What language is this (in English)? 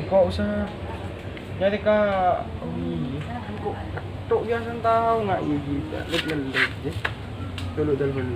Madurese